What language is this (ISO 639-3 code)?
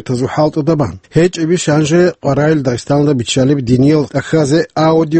ava